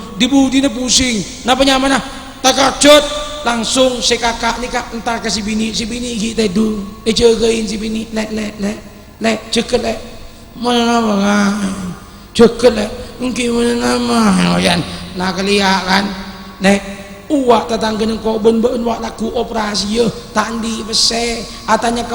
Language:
Madurese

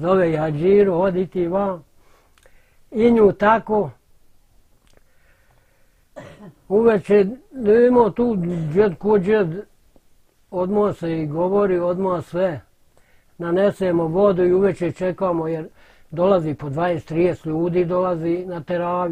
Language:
Bosnian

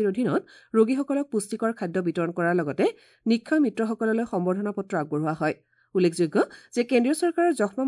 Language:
Assamese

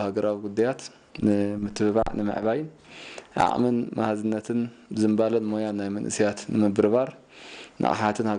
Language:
Tigrinya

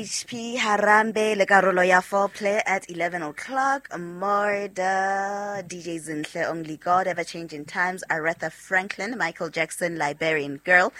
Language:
Southern Sotho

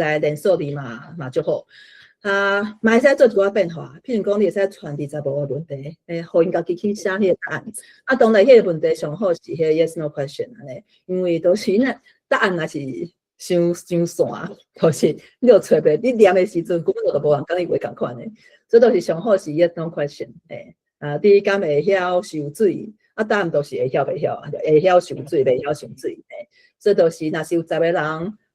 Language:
Min Nan Chinese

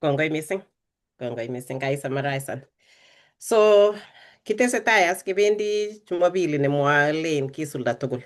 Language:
Kalenjin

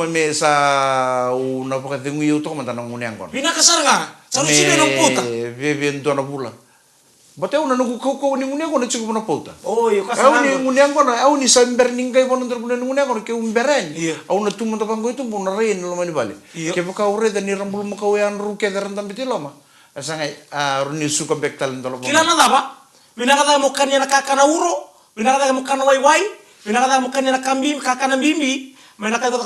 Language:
Fijian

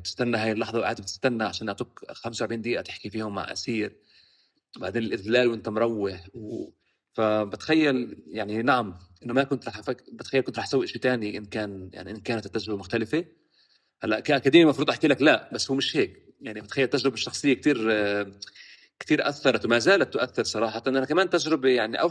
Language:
North Levantine Arabic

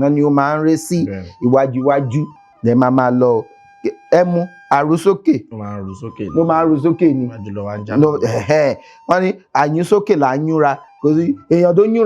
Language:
Yoruba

